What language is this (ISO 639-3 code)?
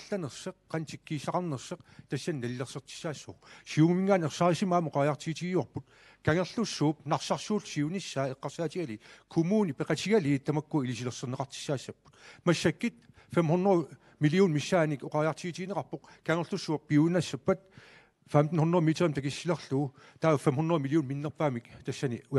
kal